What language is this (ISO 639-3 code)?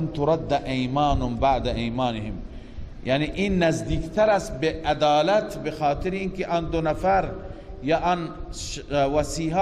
fas